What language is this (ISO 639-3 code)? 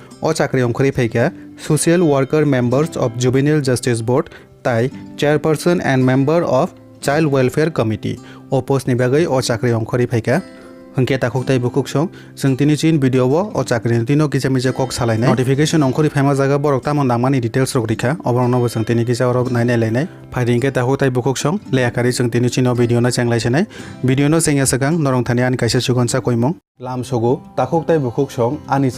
trp